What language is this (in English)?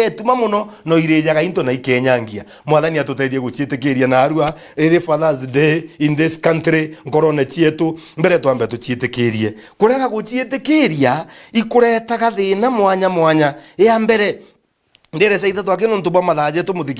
Meru